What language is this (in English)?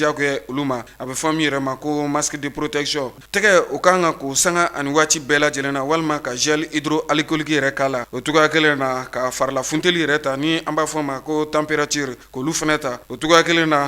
Bambara